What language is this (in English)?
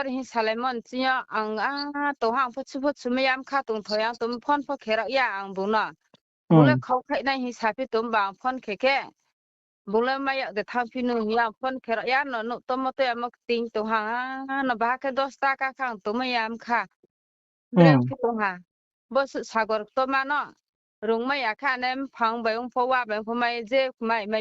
Riang (India)